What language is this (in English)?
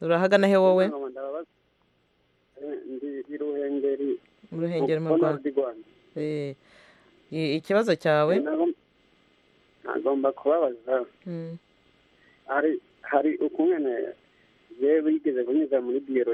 Kinyarwanda